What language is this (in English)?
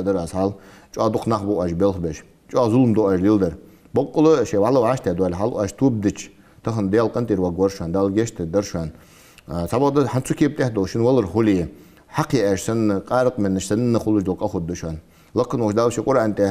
Ingush